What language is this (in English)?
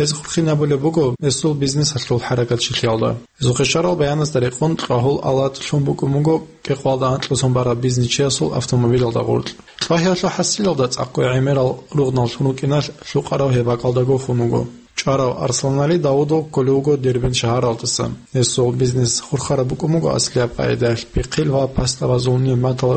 Avaric